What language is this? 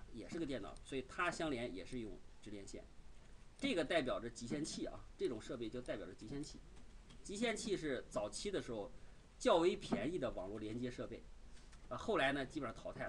Chinese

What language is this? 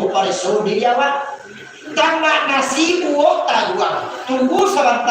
Minangkabau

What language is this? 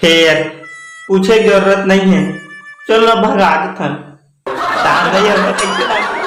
Chhattisgarhi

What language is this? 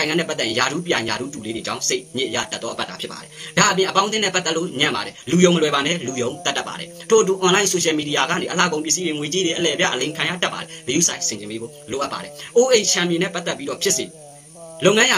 Burmese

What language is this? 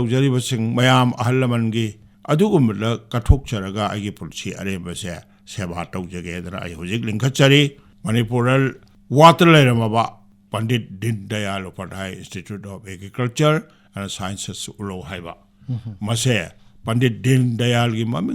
Manipuri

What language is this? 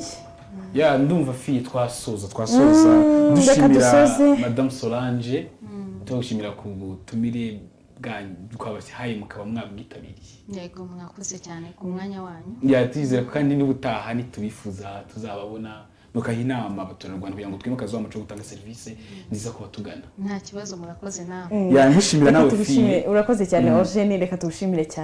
Kinyarwanda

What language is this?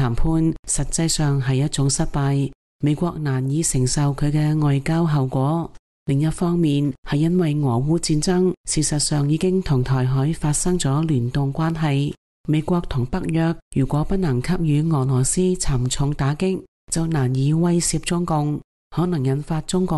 Cantonese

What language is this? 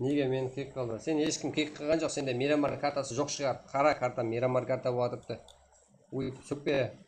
Kara-Kalpak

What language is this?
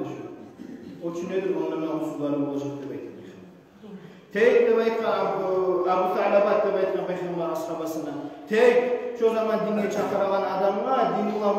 Kumyk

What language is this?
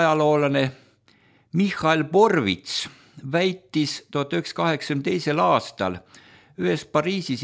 Estonian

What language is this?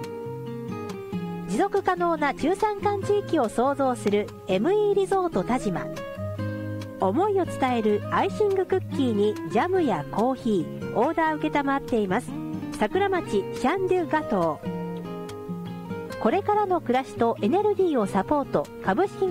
Japanese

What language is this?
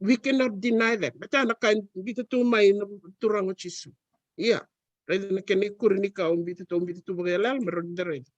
Fijian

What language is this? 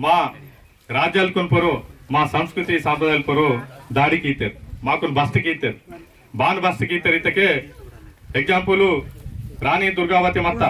Aheri Gondi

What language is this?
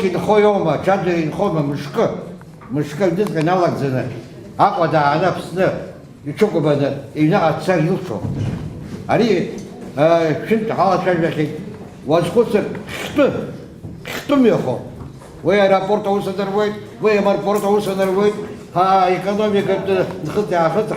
Abkhazian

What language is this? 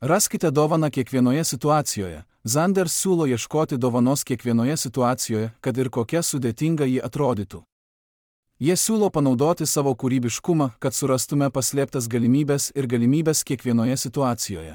Lithuanian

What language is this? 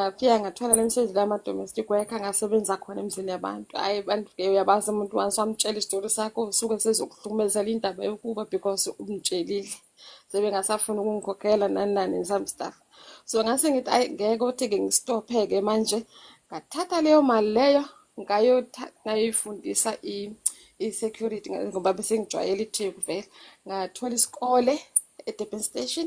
Zulu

